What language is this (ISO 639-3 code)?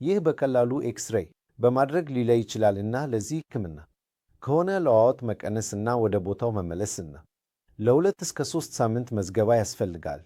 amh